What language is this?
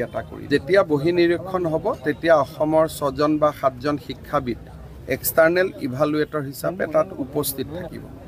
Assamese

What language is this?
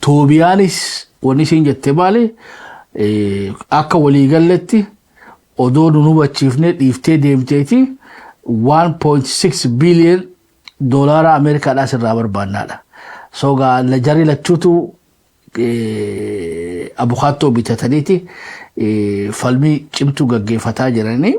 Oromo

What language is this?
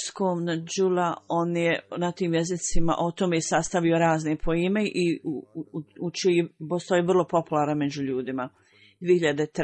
Bosnian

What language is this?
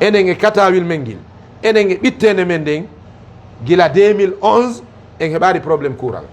Fula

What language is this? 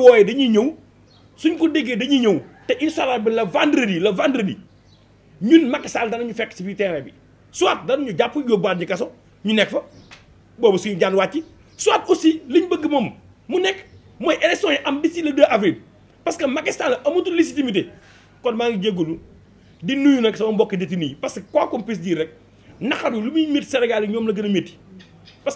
Wolof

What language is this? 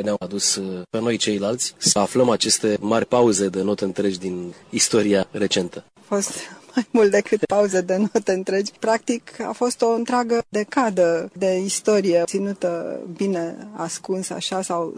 Romanian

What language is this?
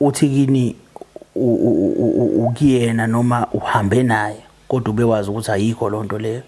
Zulu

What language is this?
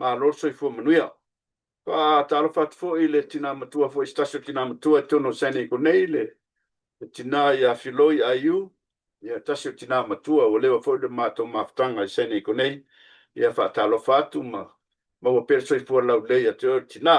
Samoan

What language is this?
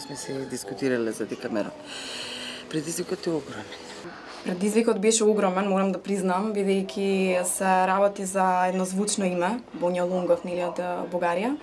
Macedonian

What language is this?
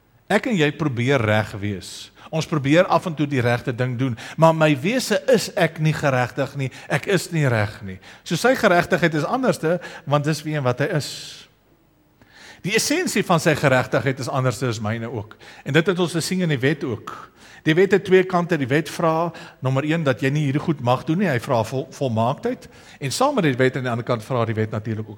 Afrikaans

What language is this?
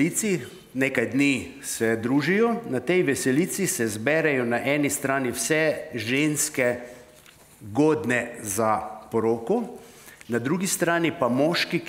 Slovenian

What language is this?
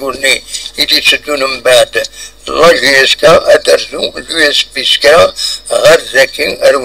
Kabyle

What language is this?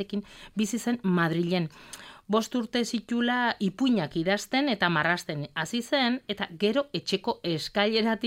Basque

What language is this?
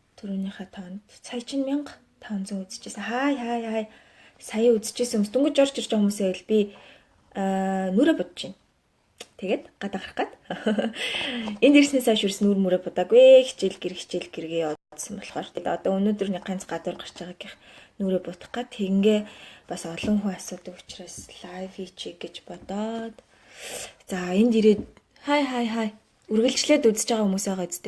Mongolian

